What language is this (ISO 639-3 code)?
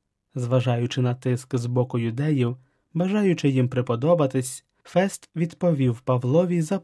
ukr